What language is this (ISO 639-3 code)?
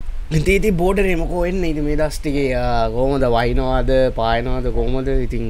sin